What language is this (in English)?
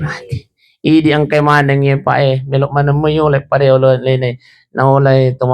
Buginese